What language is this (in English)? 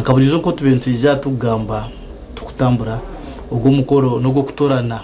Nyankole